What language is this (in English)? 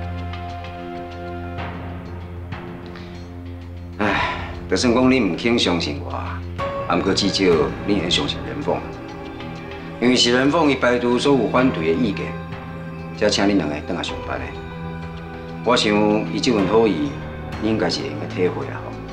Min Nan Chinese